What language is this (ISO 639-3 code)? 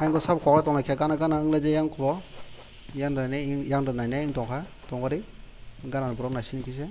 trp